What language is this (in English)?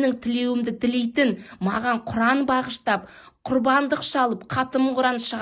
Kazakh